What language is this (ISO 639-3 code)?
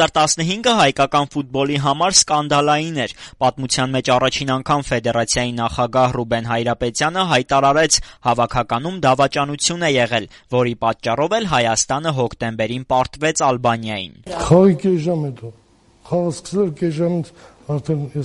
hye